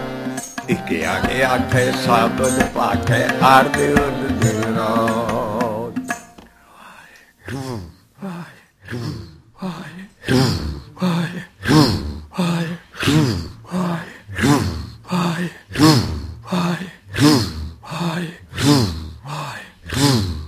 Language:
Punjabi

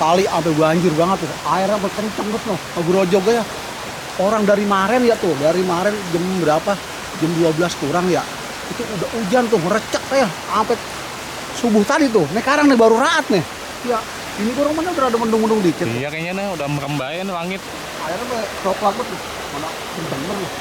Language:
Betawi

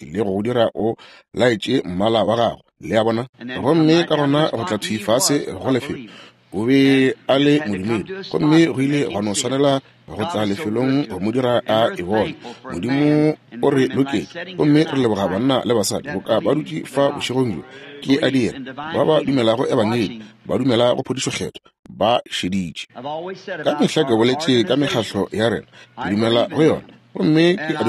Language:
Northern Sotho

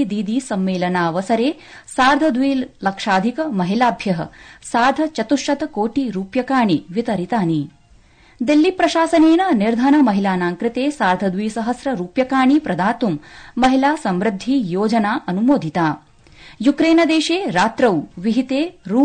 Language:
Sanskrit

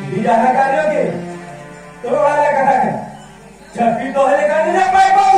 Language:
Santali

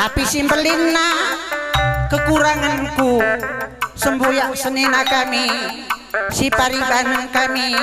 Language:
Batak Karo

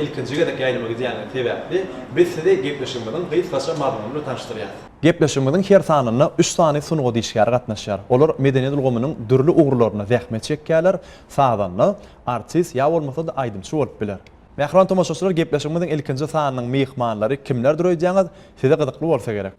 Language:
Turkmen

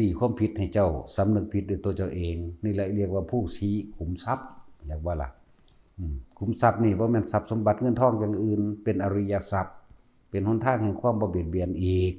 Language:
Northeastern Thai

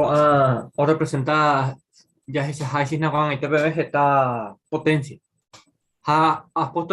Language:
Guarani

